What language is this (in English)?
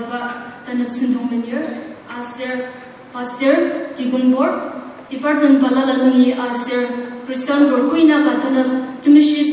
Ao Naga